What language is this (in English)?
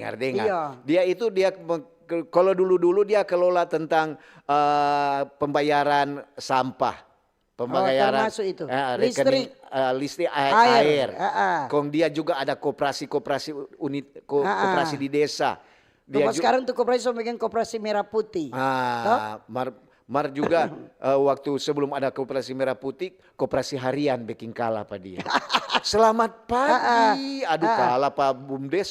Manado Malay